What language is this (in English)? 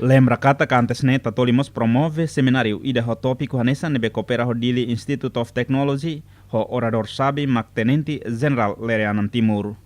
Tetum